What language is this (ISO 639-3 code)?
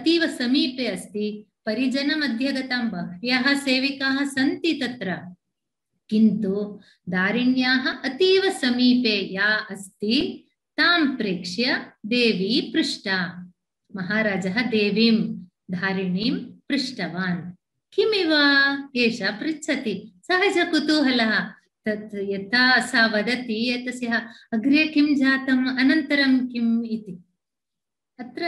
san